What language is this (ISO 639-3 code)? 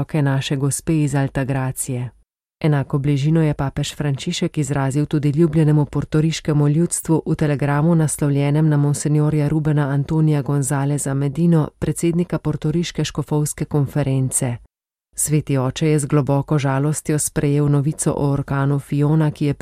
slv